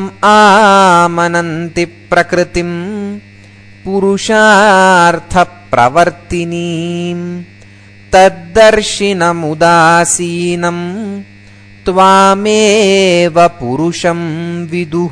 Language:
Sanskrit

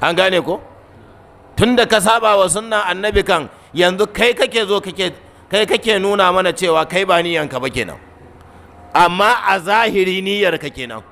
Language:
Hausa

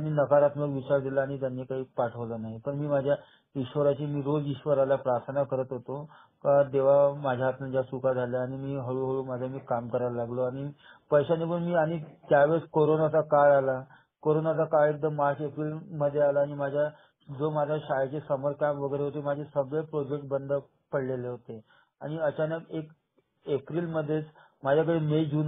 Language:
Marathi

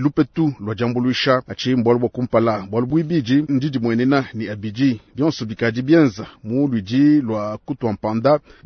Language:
Luba-Lulua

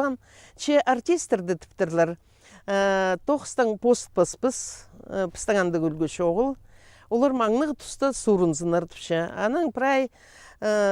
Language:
Khakas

